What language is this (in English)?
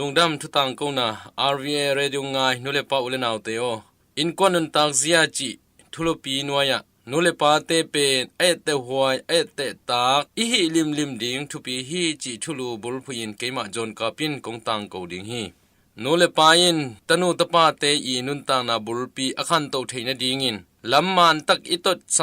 Tedim Chin